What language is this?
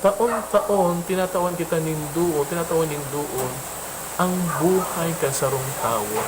Bikol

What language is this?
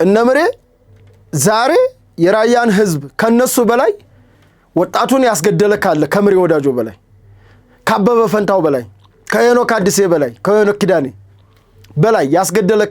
Amharic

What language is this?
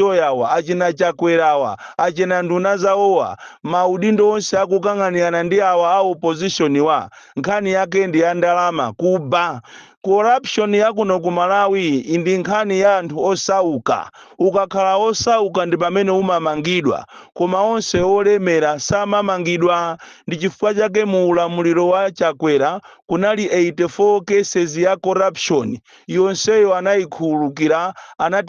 Nyanja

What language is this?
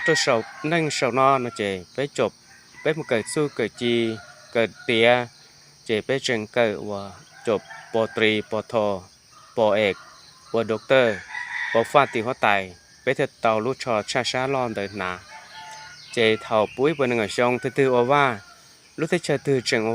Hmong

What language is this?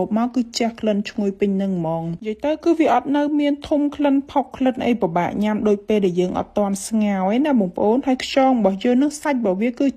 Khmer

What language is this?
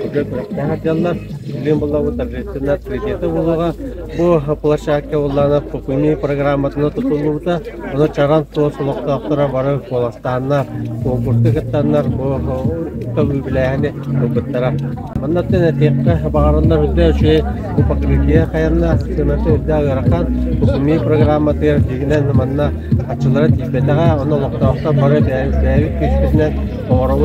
Yakut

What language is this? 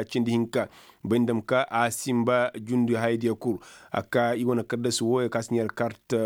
Koyraboro Senni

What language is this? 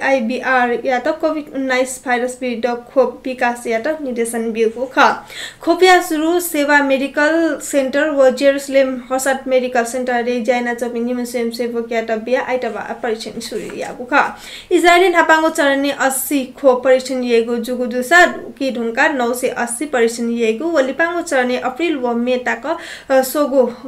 Newari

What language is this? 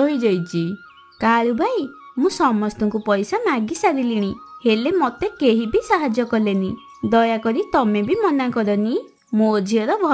Odia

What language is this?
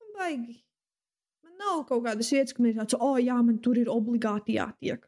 Latvian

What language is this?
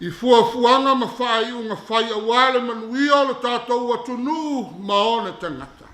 Samoan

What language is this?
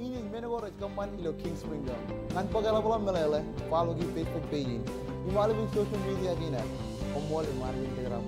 Marshallese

